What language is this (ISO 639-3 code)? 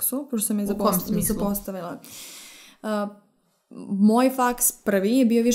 srp